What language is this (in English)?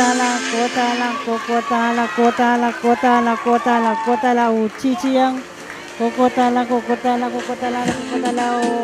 Pohnpeian